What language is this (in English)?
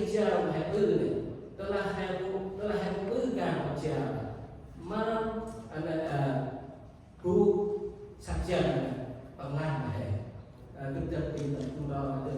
Central Mnong